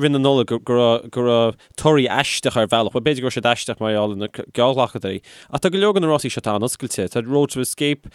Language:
Irish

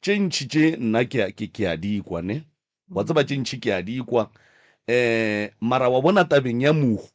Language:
Northern Sotho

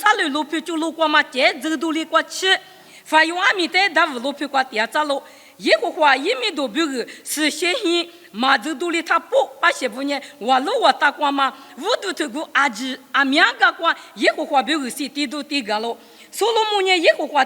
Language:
Lisu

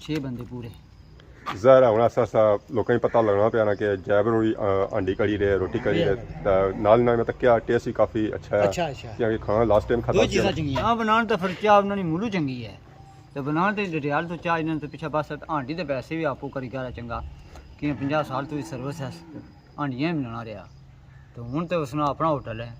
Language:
Pahari-Potwari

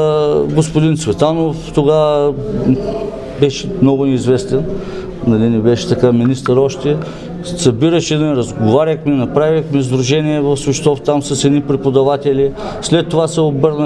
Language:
Bulgarian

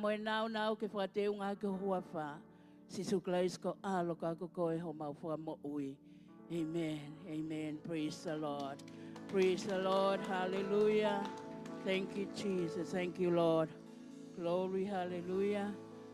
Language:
Tongan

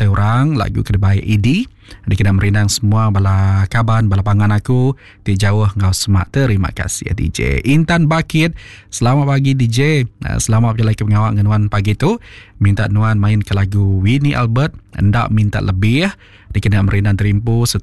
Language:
Iban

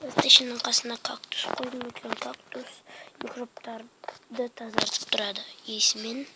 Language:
Kazakh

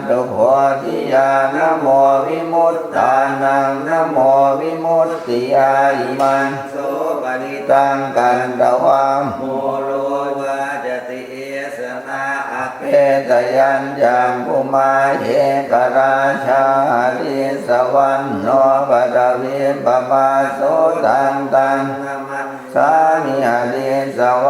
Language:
Pali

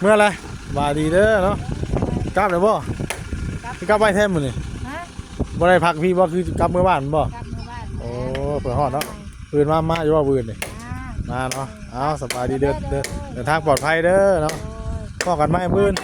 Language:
Northeastern Thai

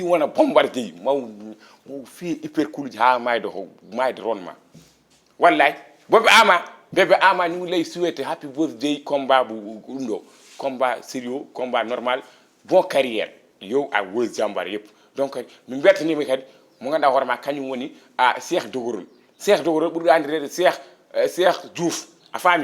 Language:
Fula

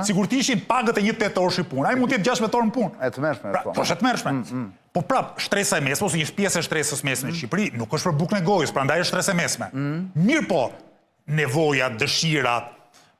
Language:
Albanian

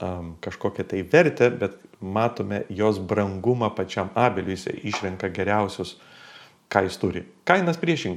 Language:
Lithuanian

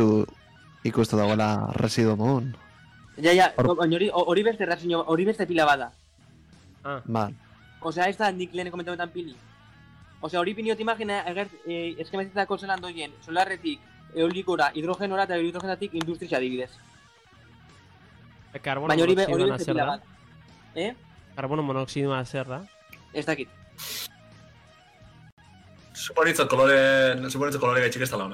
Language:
Basque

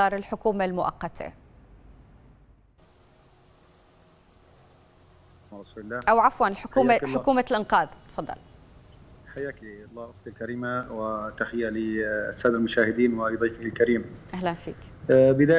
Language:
Arabic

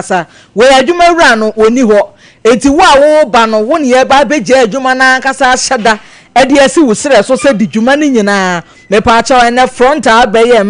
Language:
Akan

